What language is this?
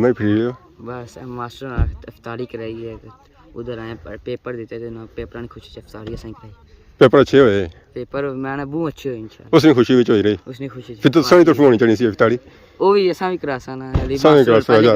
Pahari-Potwari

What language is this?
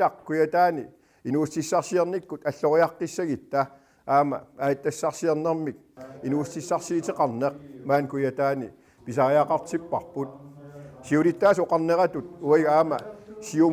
Kalaallisut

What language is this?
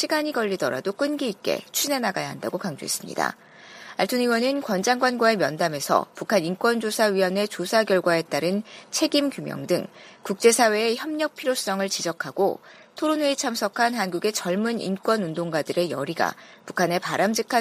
Korean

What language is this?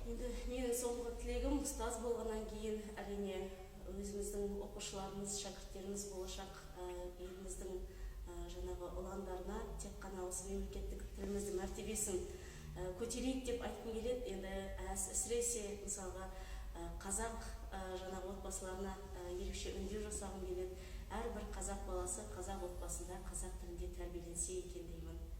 Kazakh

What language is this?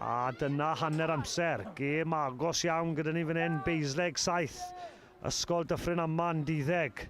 Welsh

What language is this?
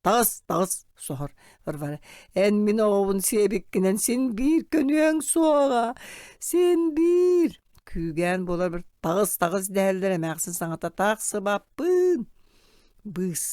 Yakut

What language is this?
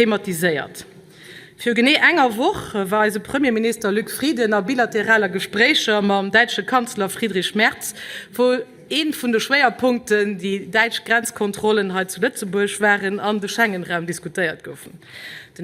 Luxembourgish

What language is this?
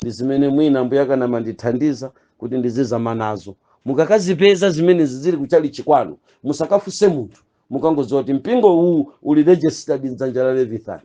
Nyanja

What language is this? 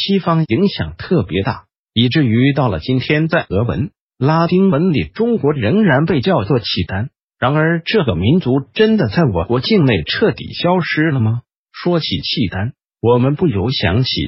Chinese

